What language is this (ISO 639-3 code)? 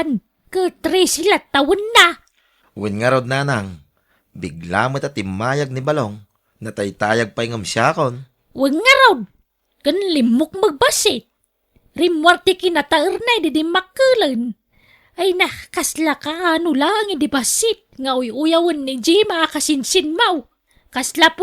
ilo